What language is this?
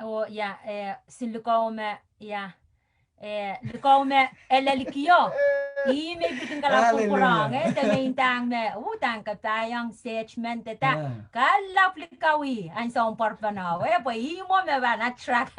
Pohnpeian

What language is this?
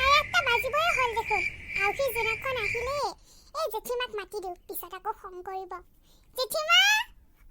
Assamese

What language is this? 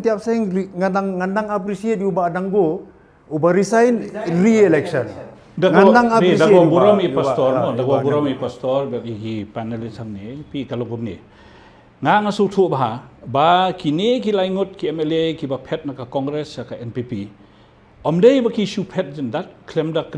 Khasi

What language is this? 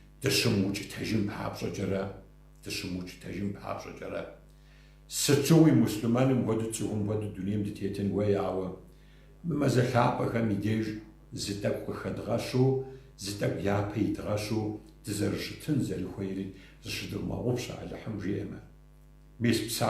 Kabardian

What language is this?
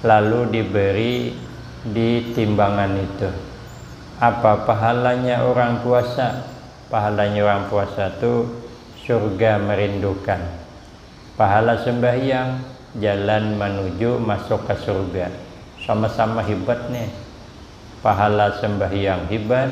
Banjar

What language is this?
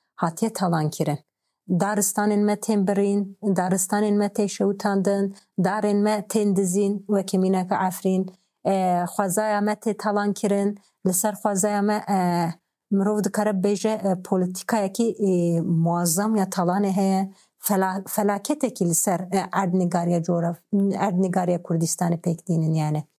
Kurdish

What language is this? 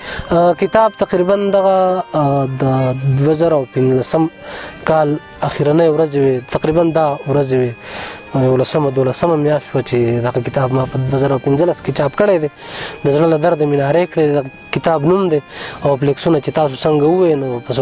Pashto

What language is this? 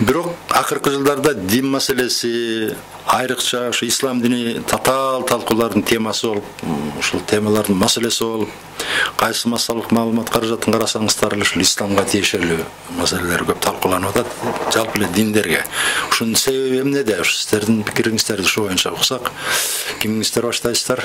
Kyrgyz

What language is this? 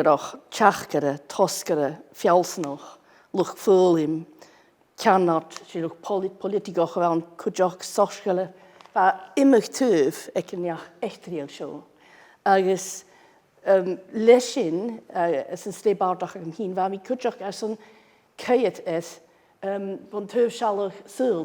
Scottish Gaelic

